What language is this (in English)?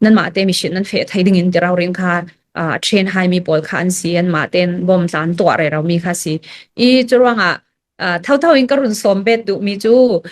Hakha Chin